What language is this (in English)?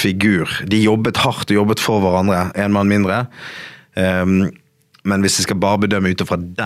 Norwegian